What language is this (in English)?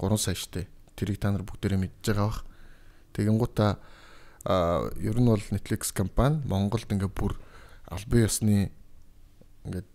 Mongolian